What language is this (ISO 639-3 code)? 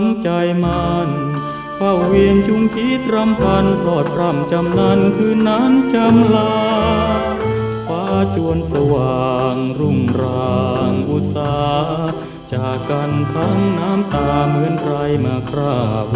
tha